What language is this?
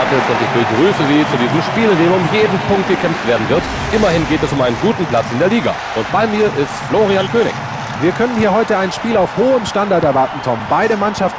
Bavarian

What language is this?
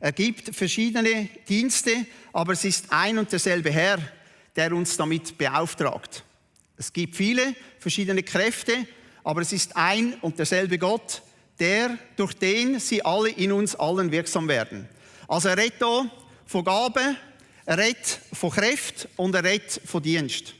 Swiss German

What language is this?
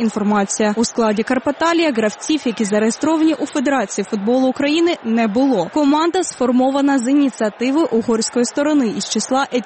Ukrainian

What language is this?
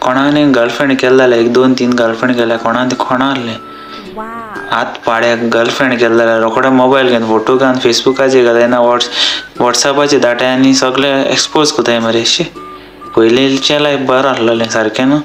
Konkani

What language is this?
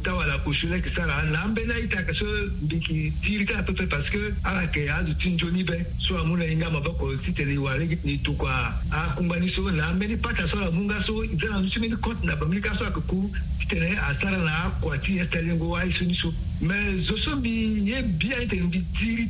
Sango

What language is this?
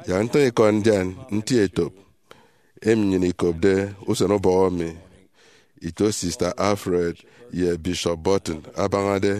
Efik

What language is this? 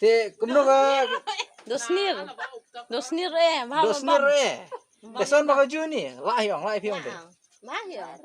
Khasi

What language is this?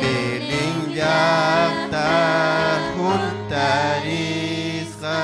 Ayacucho Quechua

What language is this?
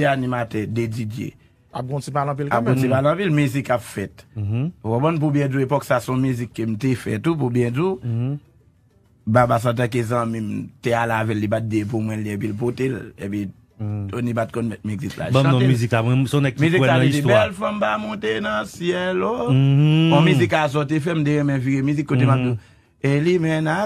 Haitian Creole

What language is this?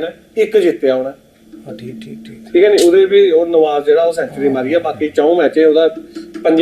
Dogri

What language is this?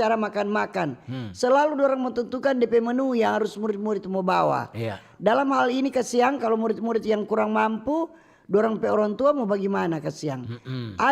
Manado Malay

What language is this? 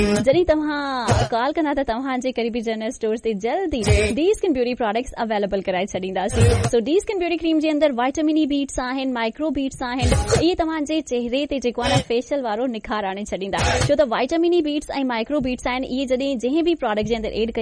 Sindhi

